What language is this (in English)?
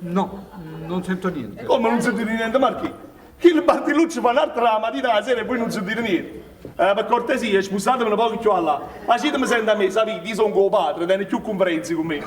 Neapolitan